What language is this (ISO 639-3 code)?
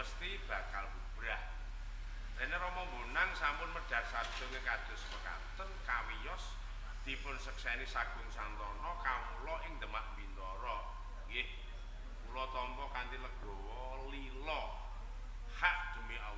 jav